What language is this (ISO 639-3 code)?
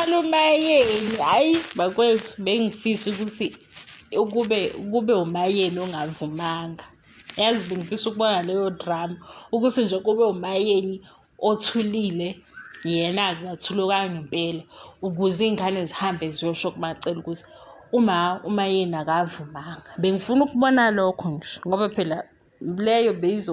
zul